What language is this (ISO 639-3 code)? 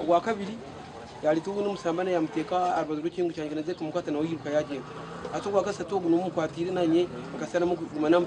nyn